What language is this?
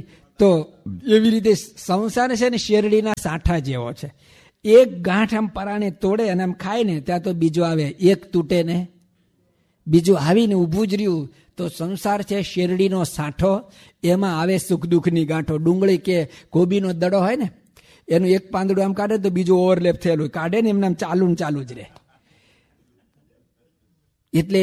Gujarati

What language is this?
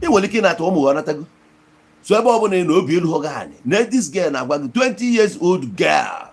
Igbo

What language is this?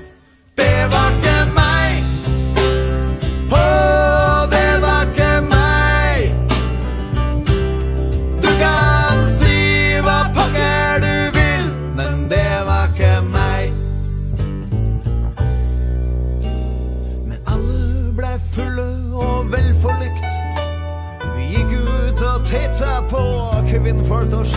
Norwegian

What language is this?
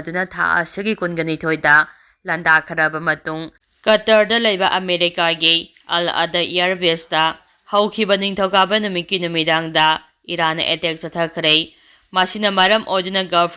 Manipuri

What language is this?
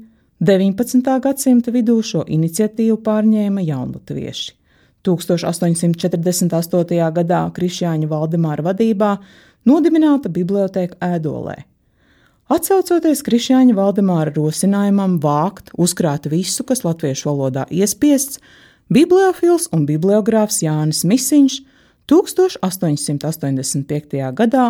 Latvian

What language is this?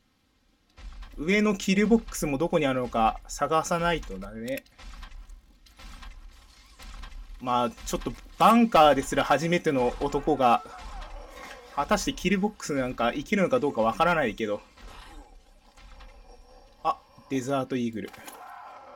Japanese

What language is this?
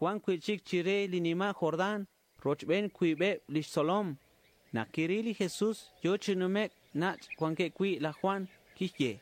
Kekchí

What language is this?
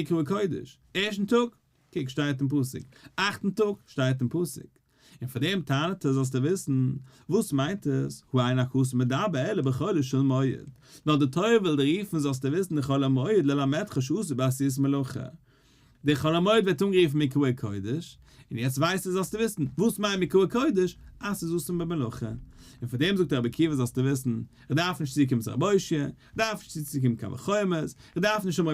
Yiddish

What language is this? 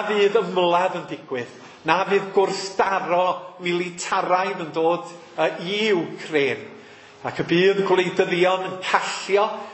Welsh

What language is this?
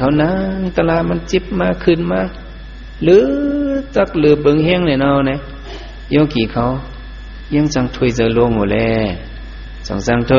Shan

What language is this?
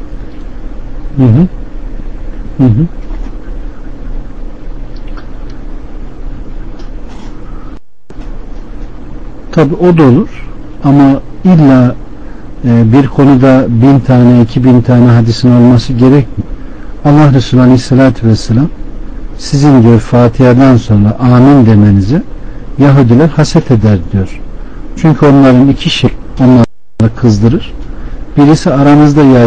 Turkish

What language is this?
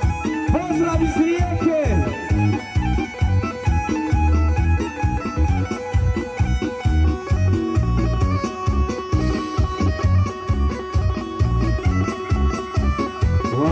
Croatian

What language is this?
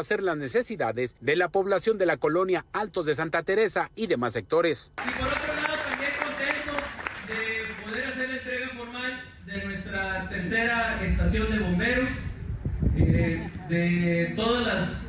Spanish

